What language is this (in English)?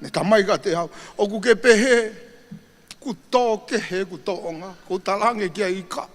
Tongan